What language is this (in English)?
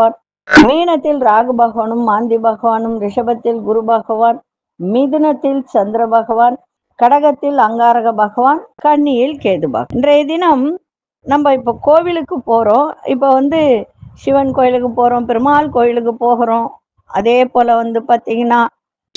Tamil